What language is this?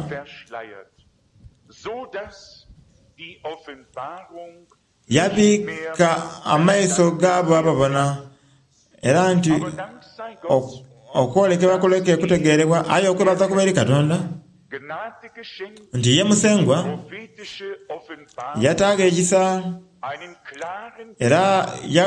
Soga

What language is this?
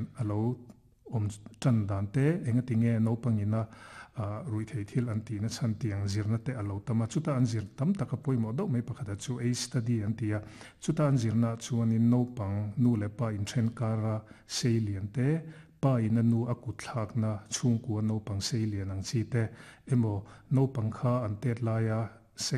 Mizo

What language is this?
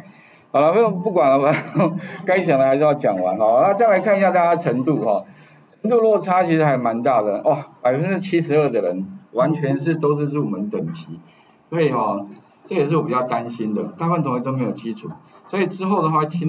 Chinese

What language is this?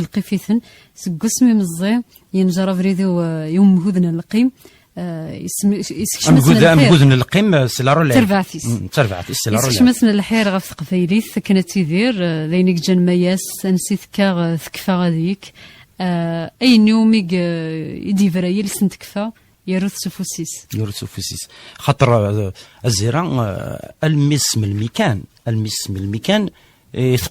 Kabyle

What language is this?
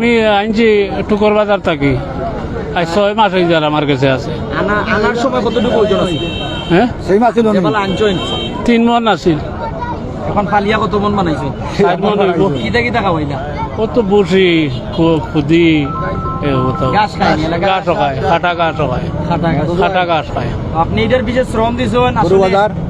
Sylheti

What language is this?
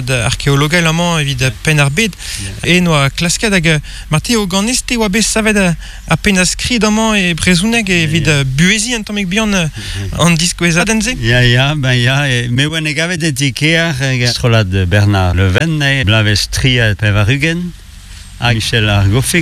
Breton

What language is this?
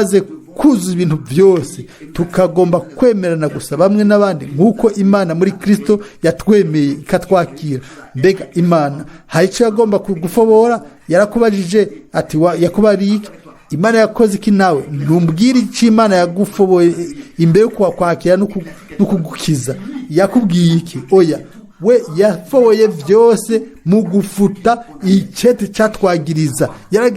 Rundi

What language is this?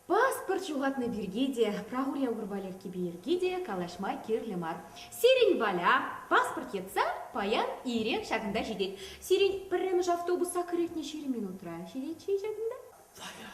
Chuvash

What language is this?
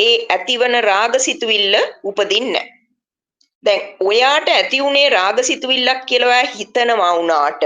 Sinhala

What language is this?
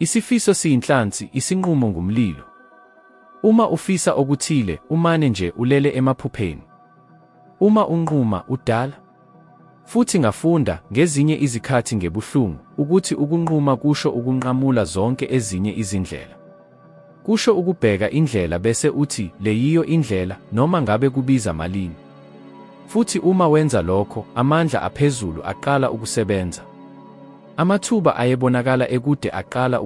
Zulu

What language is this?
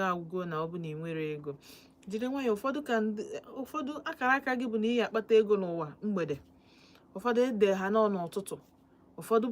Igbo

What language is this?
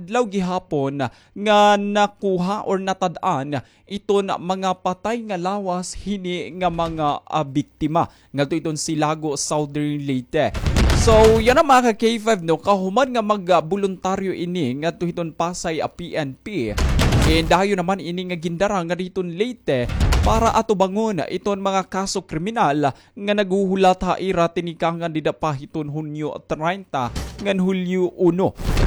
Waray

